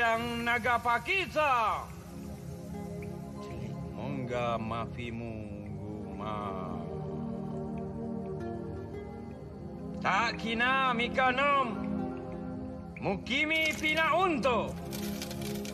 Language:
Malay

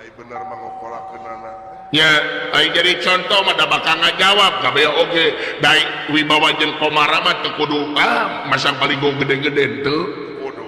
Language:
Sundanese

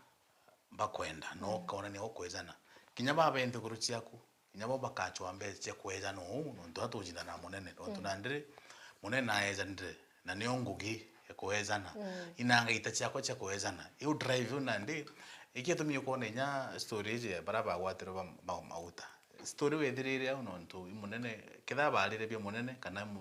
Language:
Meru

